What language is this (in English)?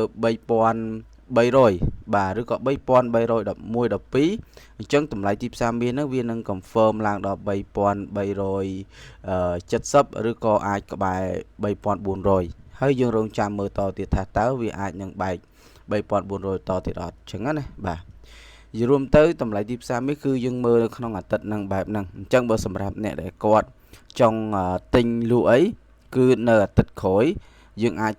Khmer